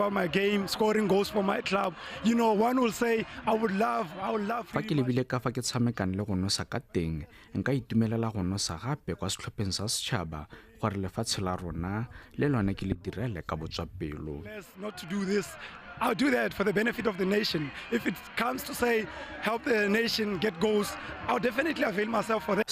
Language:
Tswana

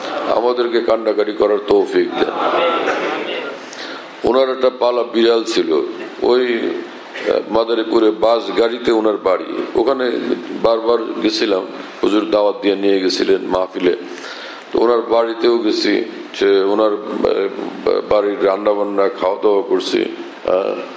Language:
Bangla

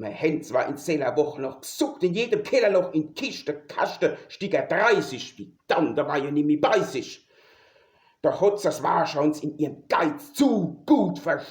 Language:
Palatine German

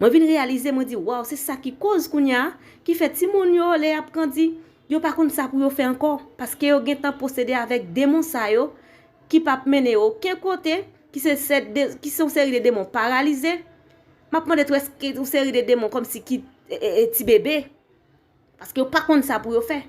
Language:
Haitian Creole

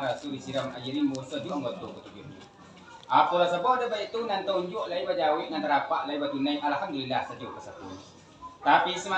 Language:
Minangkabau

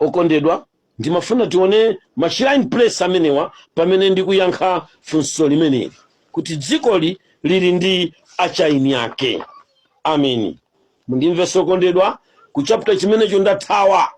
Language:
Nyanja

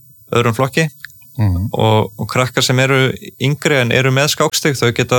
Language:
Icelandic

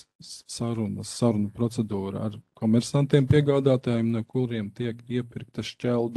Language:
Latvian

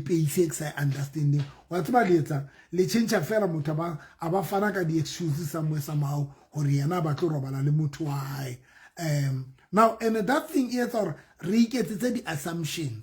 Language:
Southern Sotho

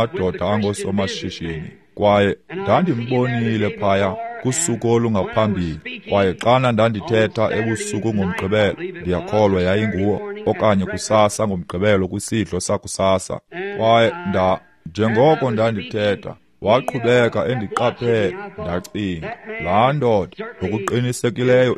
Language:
Xhosa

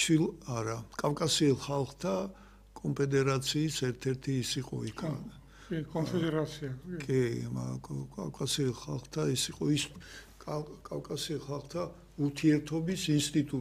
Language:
Georgian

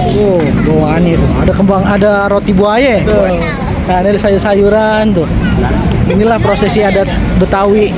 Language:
Betawi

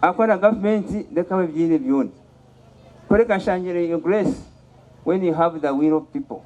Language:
Nyankole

